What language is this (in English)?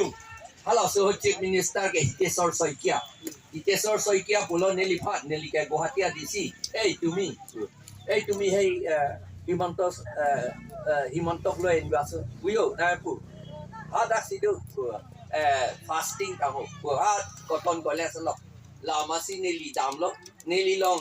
Karbi